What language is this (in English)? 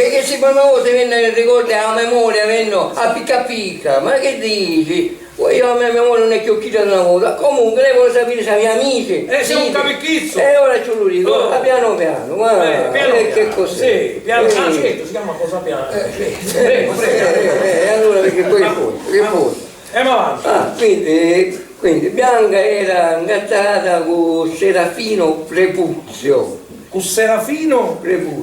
Sicilian